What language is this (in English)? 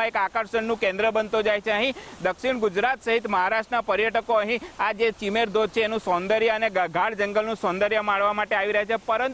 Gujarati